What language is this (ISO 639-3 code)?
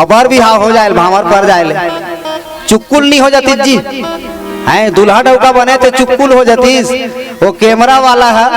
hne